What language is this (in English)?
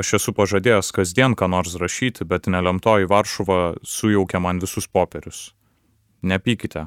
Lithuanian